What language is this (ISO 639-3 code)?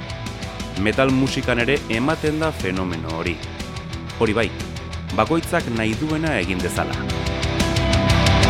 eus